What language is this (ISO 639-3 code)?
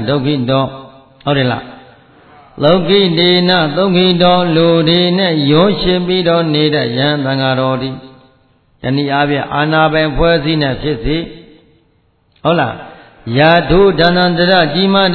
mya